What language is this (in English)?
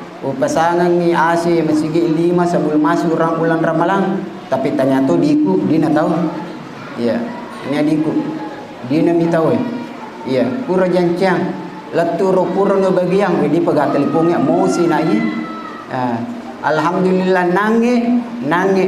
Buginese